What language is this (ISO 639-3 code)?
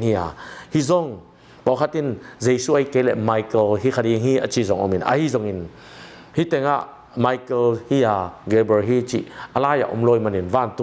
ctd